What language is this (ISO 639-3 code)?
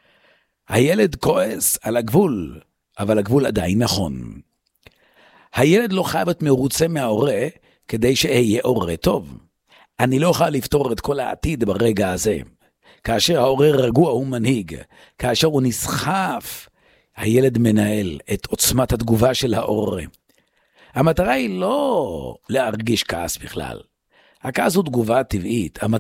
heb